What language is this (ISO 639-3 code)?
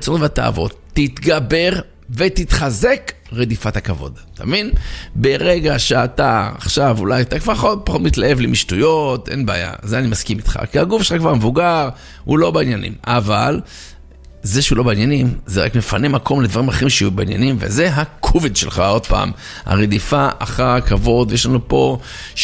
heb